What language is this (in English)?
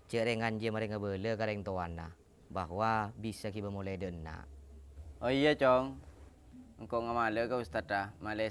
Madurese